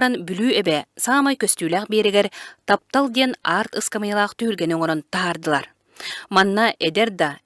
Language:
Yakut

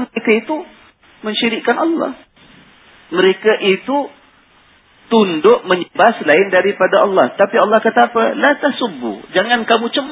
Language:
Malay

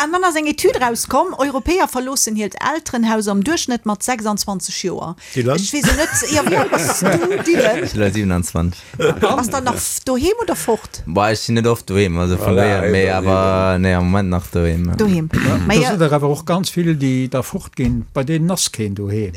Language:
Luxembourgish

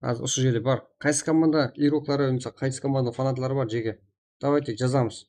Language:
Kara-Kalpak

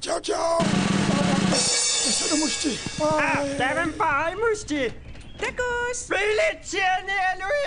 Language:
Kalaallisut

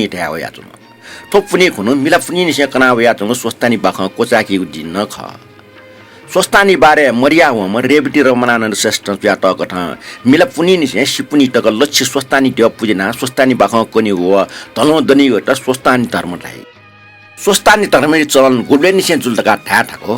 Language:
Newari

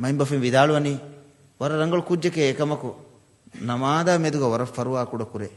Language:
Divehi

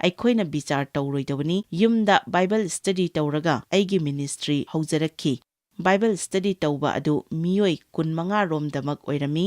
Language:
Manipuri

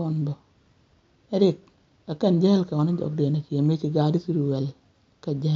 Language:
Nuer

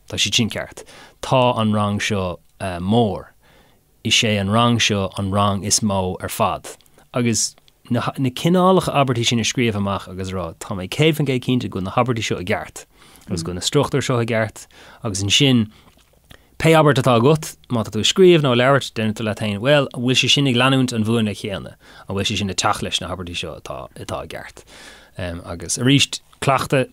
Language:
Irish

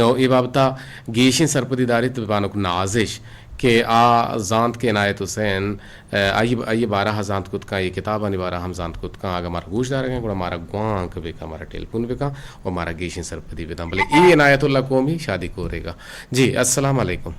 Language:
Eastern Balochi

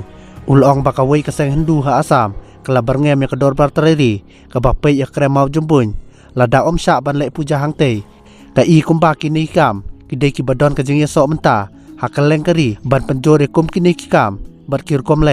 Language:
Khasi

